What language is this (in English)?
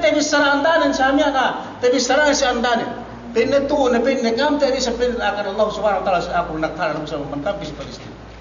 Yakan